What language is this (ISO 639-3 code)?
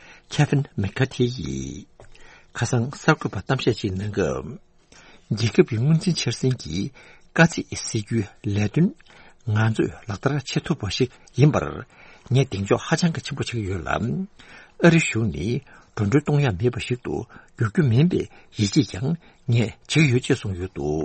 bod